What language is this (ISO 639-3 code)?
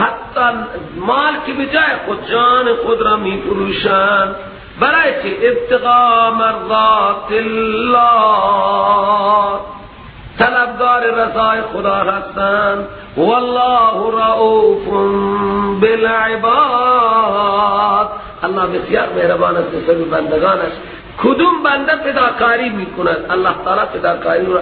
fas